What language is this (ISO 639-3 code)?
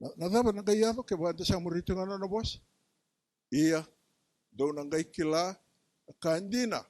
fij